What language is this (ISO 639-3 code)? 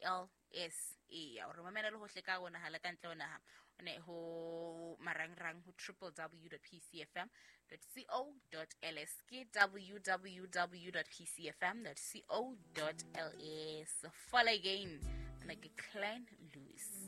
sot